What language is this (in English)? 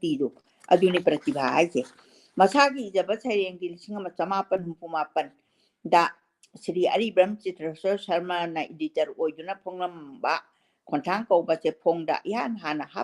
Manipuri